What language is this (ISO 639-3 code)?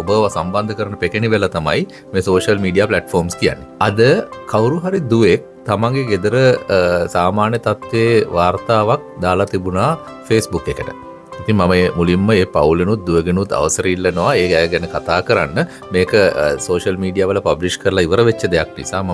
sin